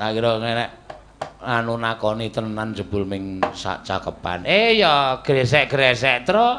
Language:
Javanese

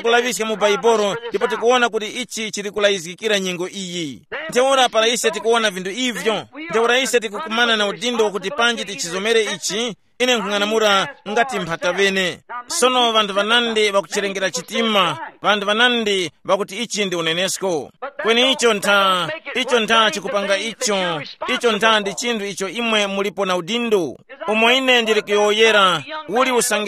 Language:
Tumbuka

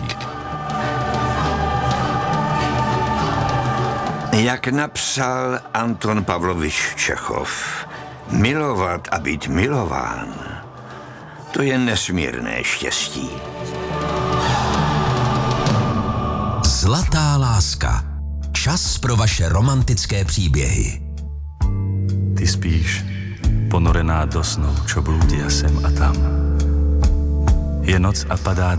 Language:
Czech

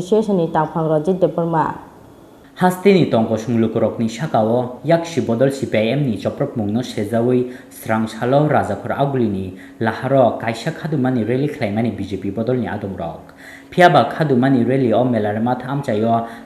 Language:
Kok Borok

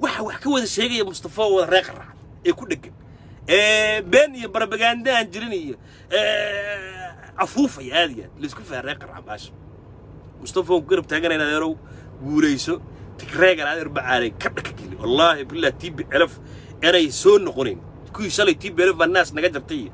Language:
Somali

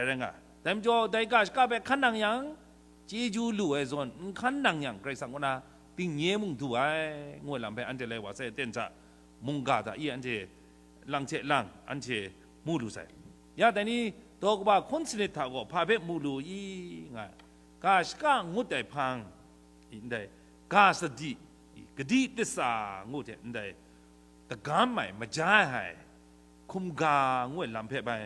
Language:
Kachin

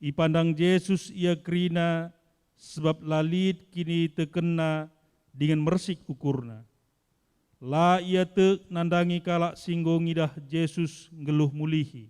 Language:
Batak Karo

